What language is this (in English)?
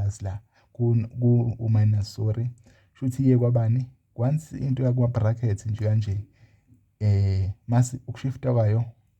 Zulu